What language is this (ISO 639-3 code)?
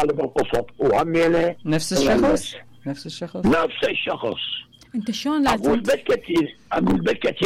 acm